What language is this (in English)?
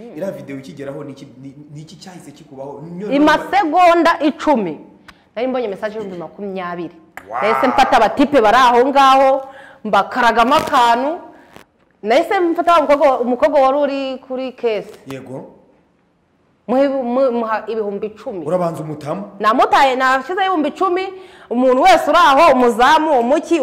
Kinyarwanda